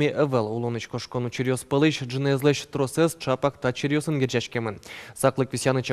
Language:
Udmurt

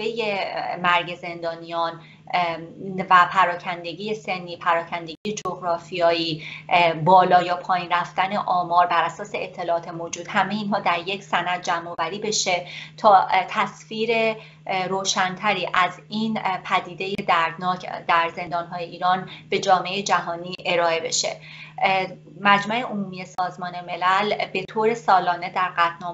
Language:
Persian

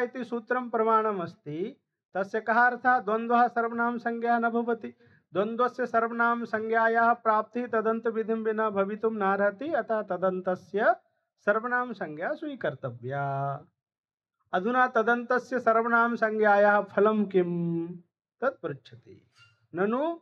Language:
Sanskrit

